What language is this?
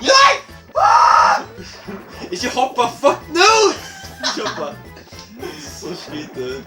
Faroese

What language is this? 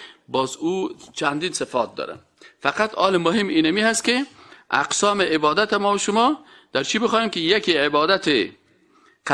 Persian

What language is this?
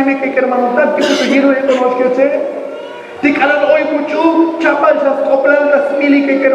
Tzotzil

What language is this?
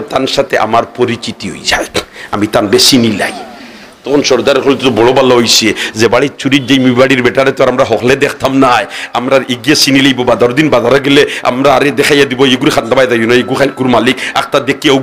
Sylheti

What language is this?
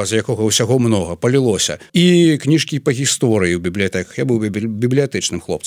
Belarusian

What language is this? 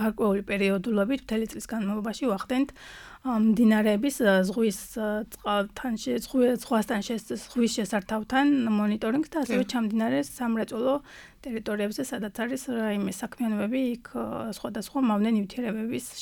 Georgian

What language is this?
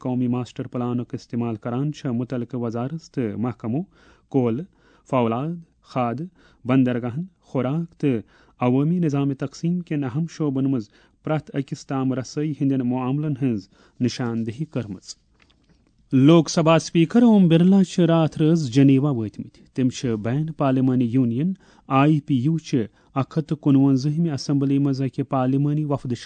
Kashmiri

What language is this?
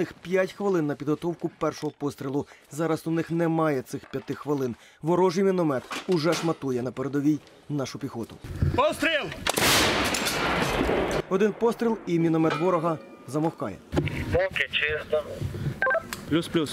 Ukrainian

